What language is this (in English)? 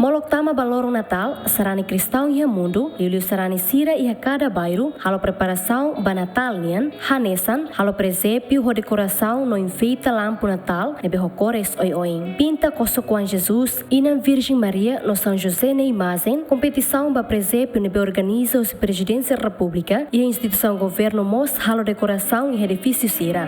Tetum